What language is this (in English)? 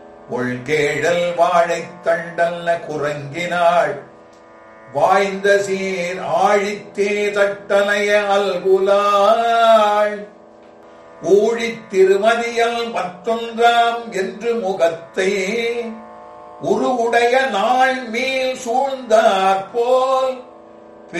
Tamil